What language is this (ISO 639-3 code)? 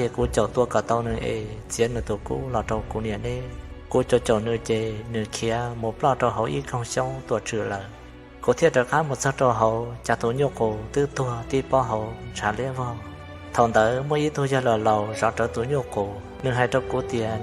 hmn